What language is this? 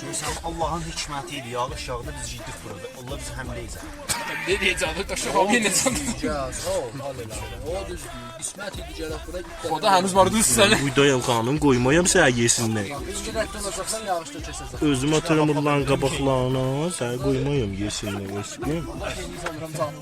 South Azerbaijani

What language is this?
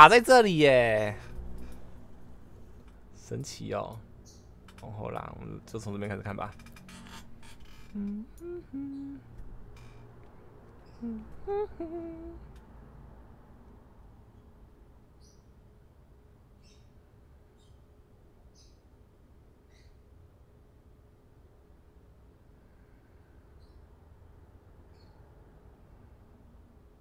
Chinese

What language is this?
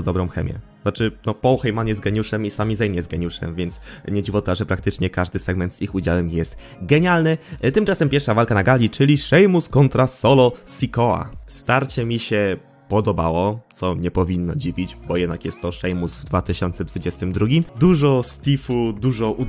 Polish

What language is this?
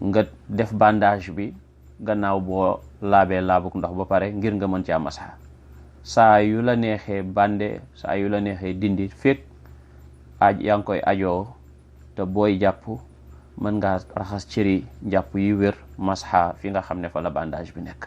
Wolof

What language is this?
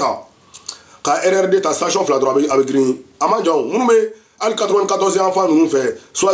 French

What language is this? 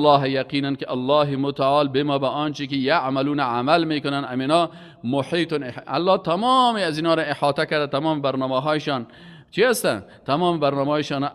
Persian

